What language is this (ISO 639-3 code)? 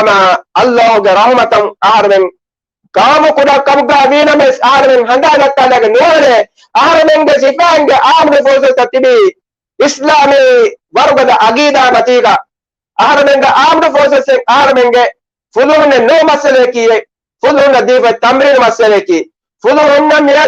div